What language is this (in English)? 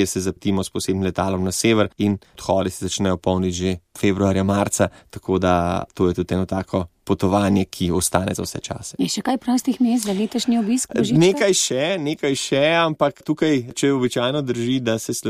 Slovenian